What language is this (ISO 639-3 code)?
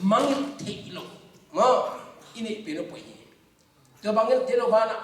ctd